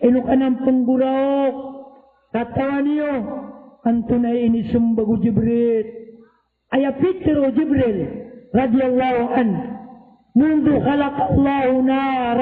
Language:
Maranao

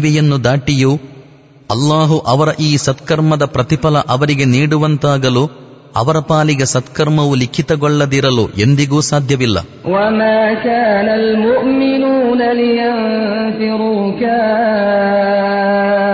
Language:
Kannada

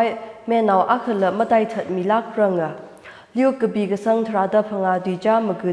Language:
Tangkhul Naga (India)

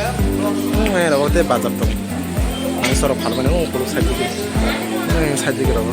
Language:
Kok Borok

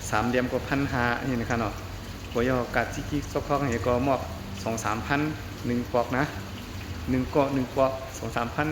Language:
Shan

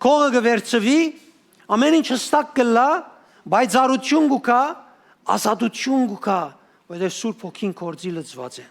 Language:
Western Armenian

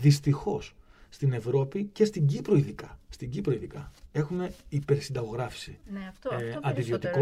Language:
Greek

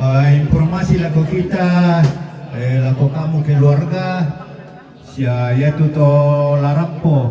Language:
Toraja-Sa'dan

